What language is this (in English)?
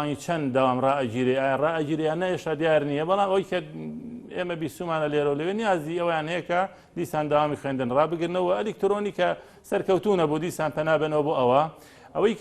Central Kurdish